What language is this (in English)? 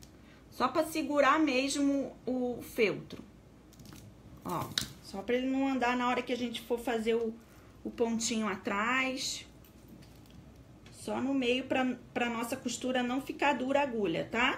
Portuguese